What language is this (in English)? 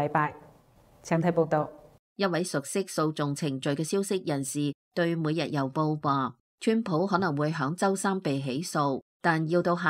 Cantonese